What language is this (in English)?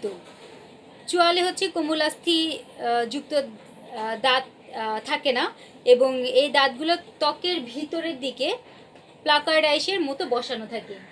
Bangla